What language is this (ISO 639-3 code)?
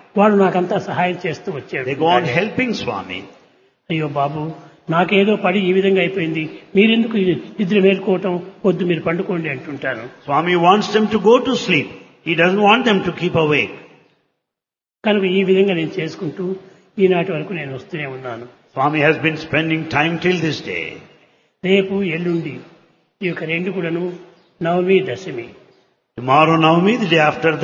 tel